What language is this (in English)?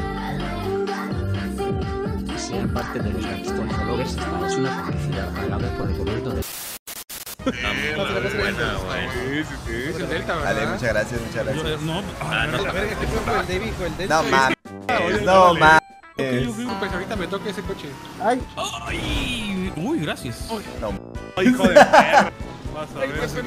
Spanish